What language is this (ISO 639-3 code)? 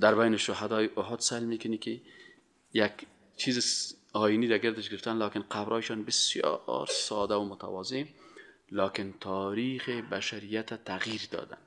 fas